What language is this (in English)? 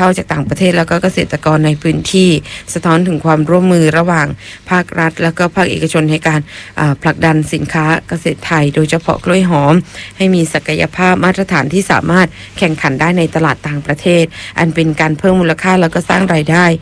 Thai